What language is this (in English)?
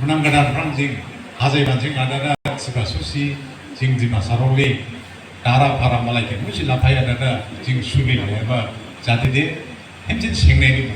Dimasa